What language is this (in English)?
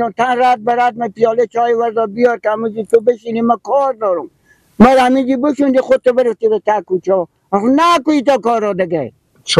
Persian